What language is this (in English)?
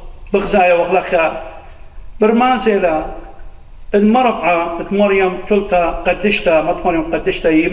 Assyrian Neo-Aramaic